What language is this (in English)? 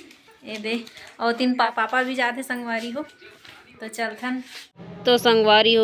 Chhattisgarhi